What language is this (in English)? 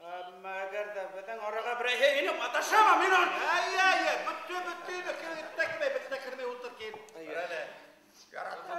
Bashkir